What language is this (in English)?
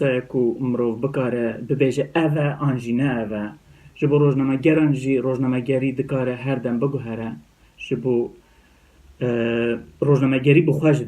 Kurdish